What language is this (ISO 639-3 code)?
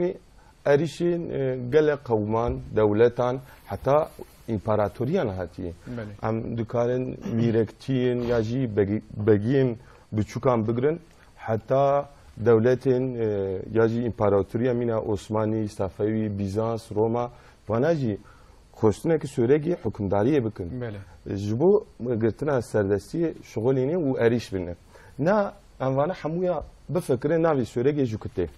kur